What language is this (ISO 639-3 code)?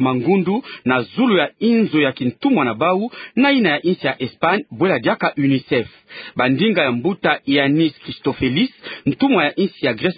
ktu